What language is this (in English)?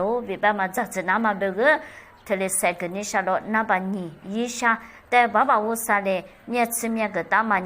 Lisu